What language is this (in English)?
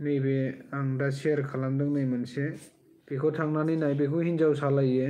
Bodo